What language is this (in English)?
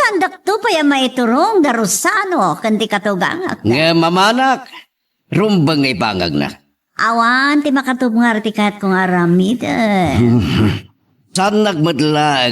Iloko